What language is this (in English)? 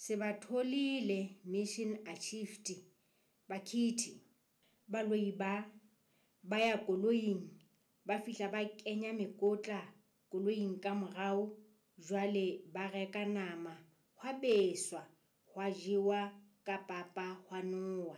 Southern Sotho